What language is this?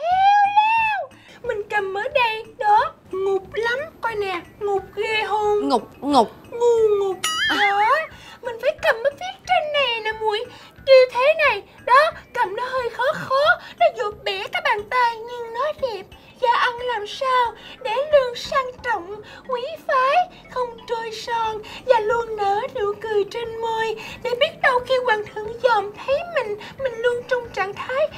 Vietnamese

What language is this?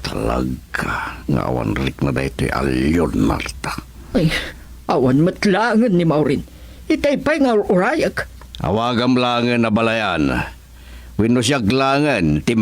Iloko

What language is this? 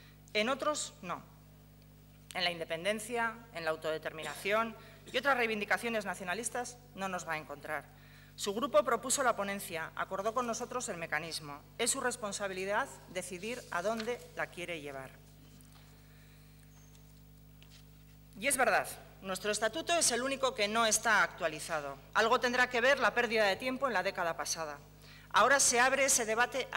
Spanish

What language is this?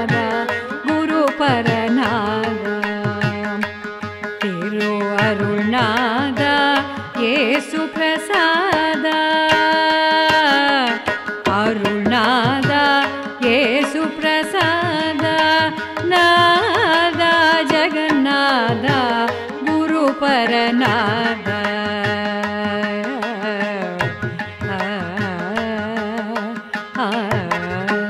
Tamil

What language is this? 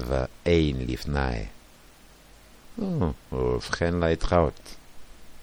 Czech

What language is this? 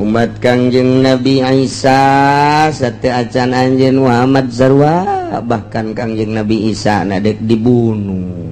Sundanese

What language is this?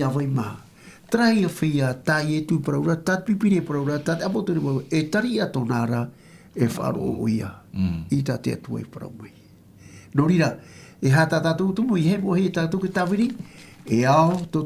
Tahitian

